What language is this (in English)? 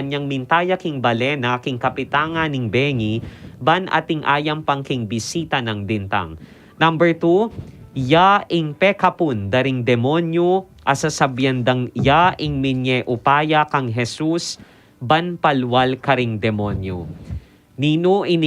Pampanga